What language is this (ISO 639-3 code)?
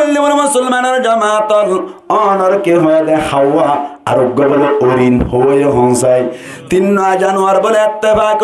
rhg